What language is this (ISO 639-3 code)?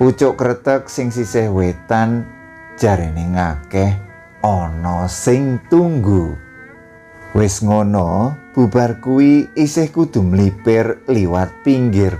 jav